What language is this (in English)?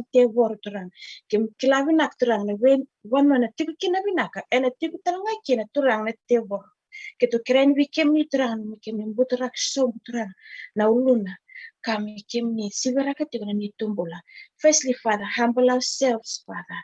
Fijian